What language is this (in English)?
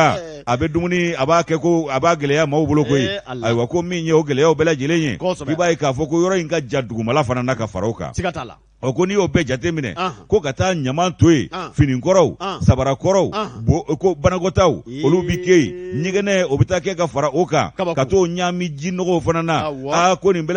Bambara